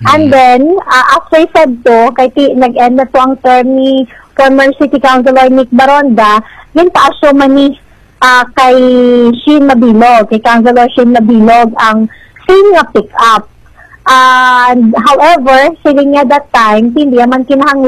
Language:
Hiligaynon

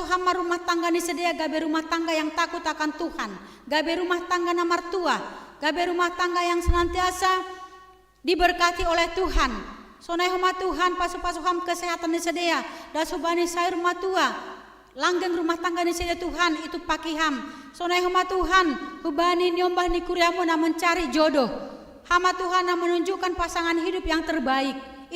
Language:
Batak Simalungun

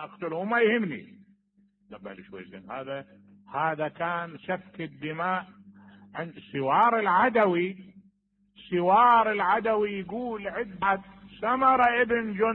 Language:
Mesopotamian Arabic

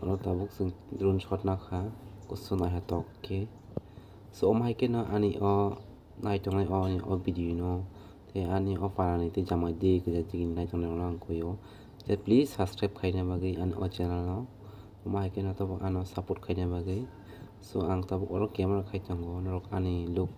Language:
Kok Borok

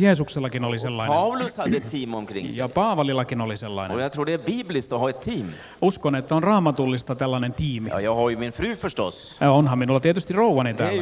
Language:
Finnish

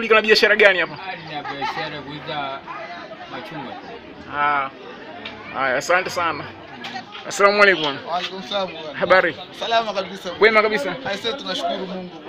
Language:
Swahili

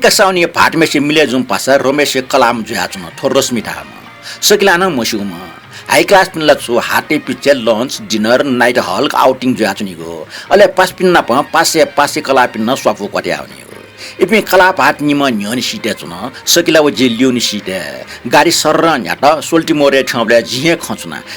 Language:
Newari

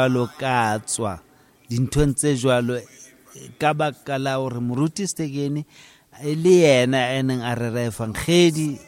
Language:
Southern Sotho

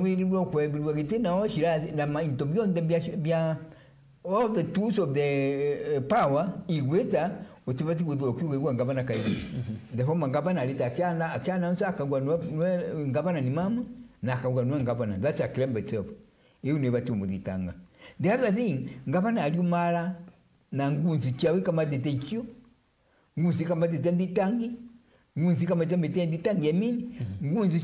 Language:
Meru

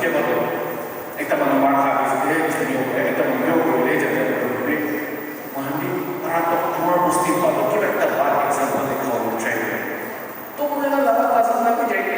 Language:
Naga Pidgin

